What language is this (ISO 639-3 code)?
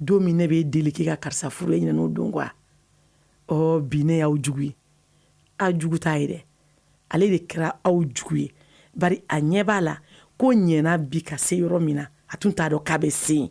bam